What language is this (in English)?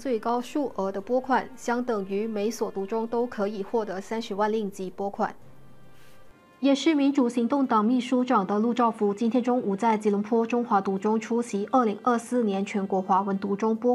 Chinese